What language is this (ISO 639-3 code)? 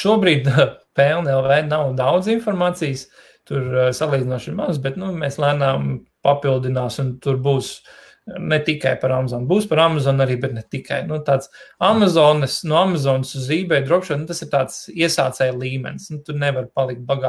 lav